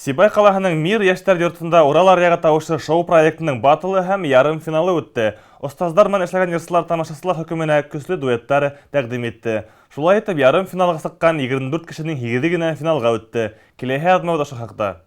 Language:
Bashkir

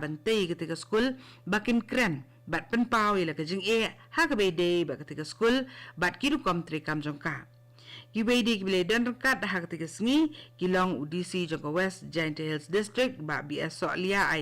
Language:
Khasi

